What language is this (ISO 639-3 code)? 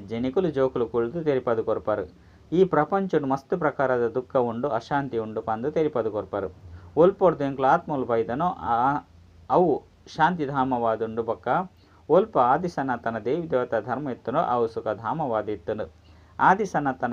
tcy